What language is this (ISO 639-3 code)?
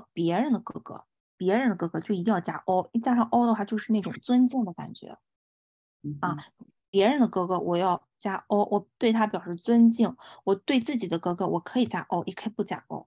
zho